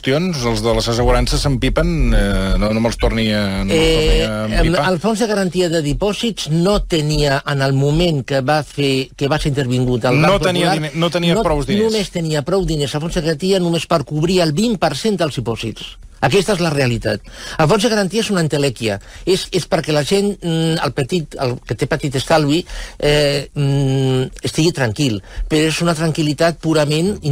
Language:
Catalan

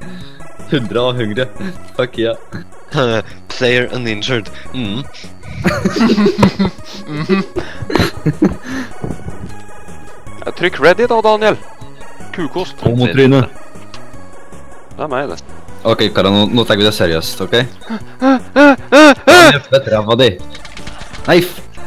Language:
Norwegian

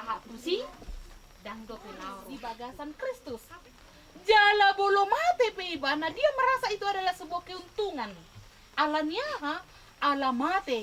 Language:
Batak Toba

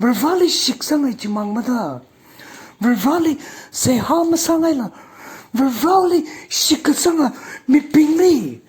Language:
Tangkhul Naga (India)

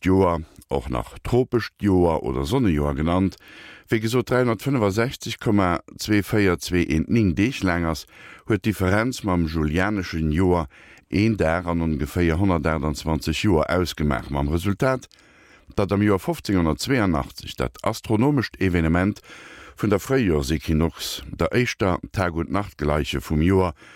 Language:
Luxembourgish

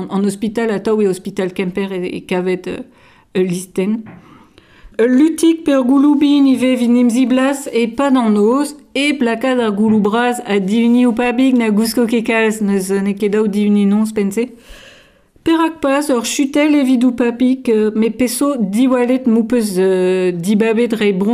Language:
Breton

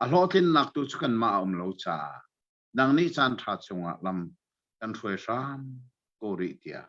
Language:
Hakha Chin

